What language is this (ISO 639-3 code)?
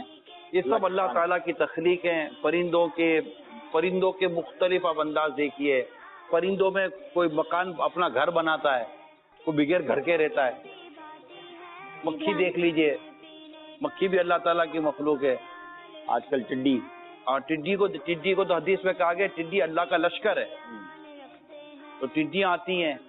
urd